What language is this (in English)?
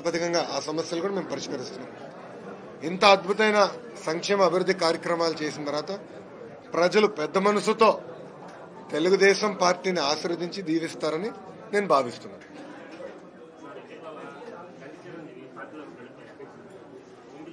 Telugu